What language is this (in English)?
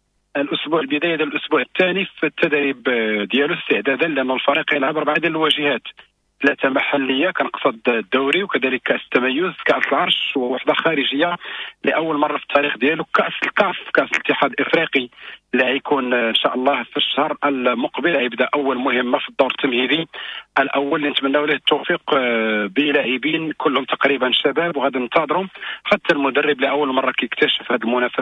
Moroccan Arabic